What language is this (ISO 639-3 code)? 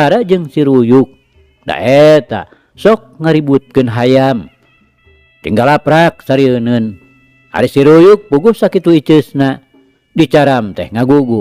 sun